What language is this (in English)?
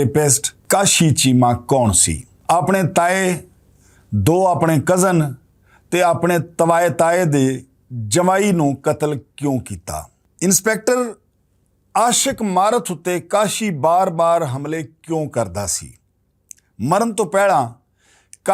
Western Panjabi